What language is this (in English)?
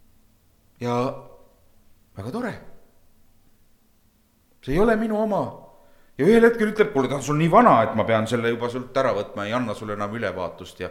Estonian